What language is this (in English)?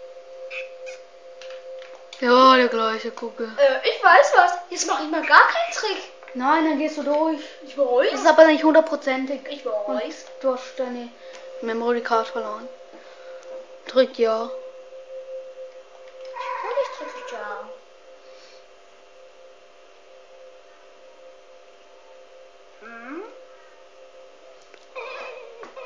German